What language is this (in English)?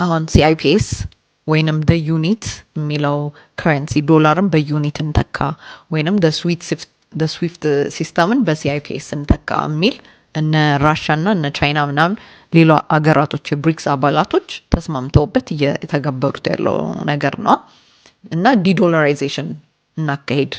Amharic